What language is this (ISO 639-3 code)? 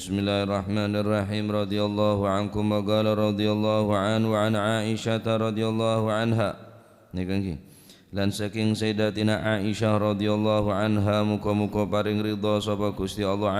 mad